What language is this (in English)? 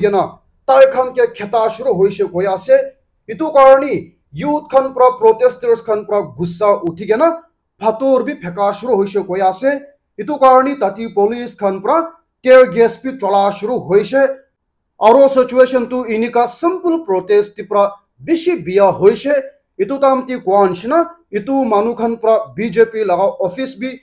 Naga Pidgin